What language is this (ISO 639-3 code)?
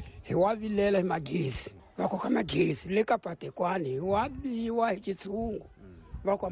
tso